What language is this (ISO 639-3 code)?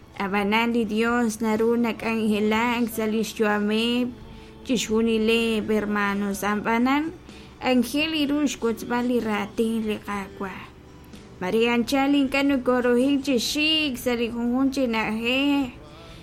kek